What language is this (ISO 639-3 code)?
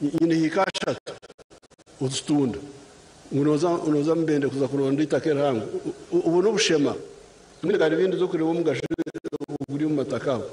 nyn